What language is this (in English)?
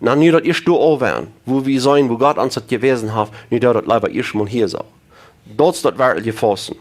Plautdietsch